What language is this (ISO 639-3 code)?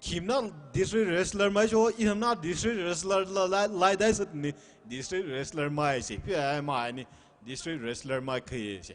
pmx